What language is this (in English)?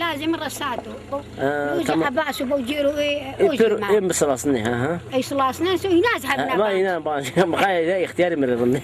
Zaza